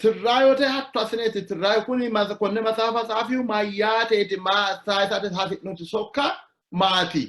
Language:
Sidamo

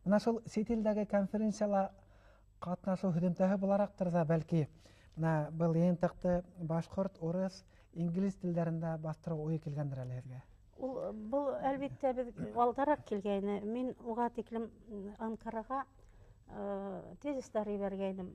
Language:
Bashkir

